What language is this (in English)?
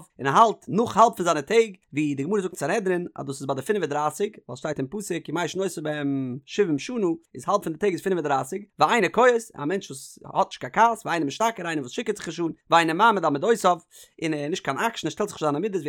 Yiddish